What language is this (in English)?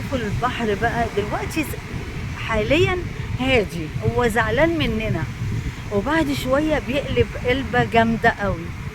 Egyptian Arabic